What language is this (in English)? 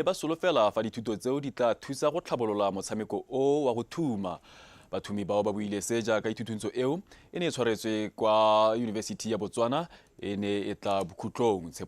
Tswana